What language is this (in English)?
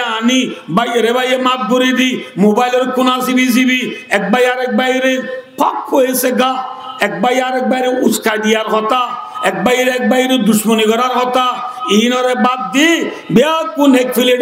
Rohingya